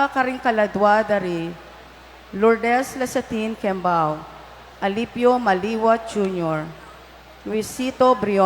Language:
Pampanga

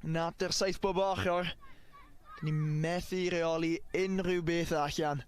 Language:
Welsh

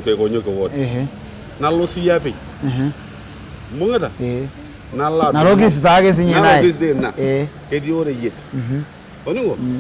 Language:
Masai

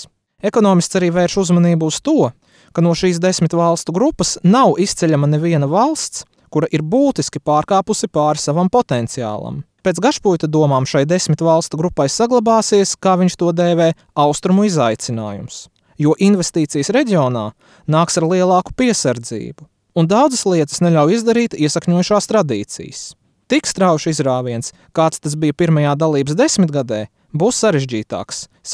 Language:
Latvian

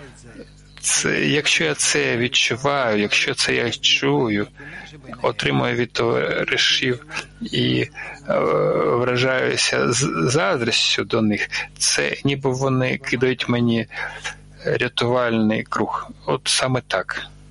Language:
Ukrainian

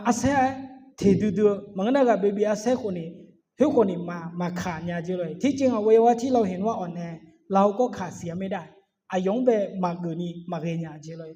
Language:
Akha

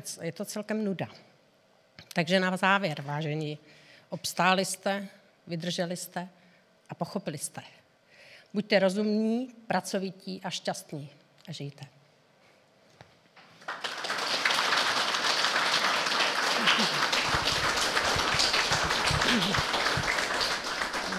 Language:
Czech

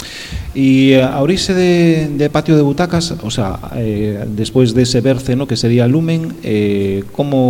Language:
Galician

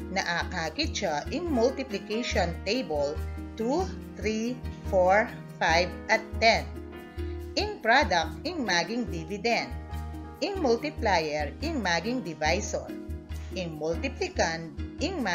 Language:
Pampanga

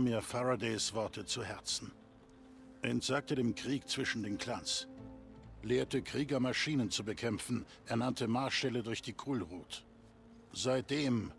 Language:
Bavarian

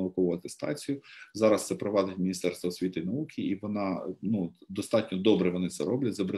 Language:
Ukrainian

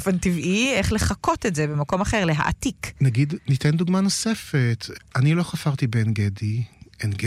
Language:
Hebrew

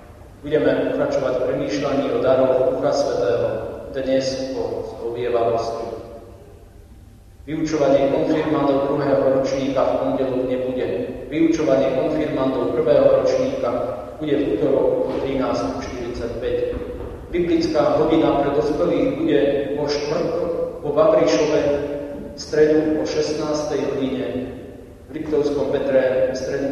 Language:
Slovak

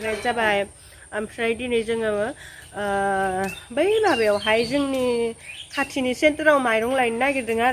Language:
Bodo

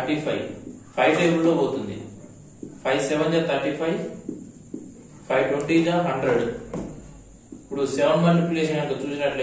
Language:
Telugu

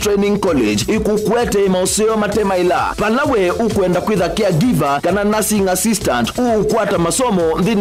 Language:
Kamba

